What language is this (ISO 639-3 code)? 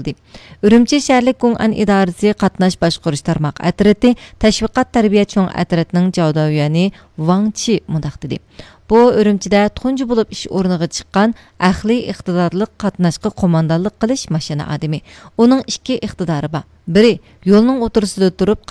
uig